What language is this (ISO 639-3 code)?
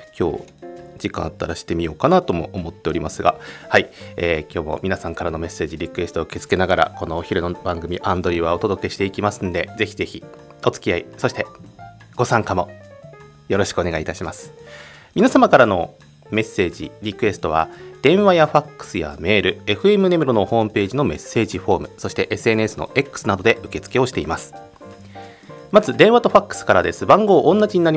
jpn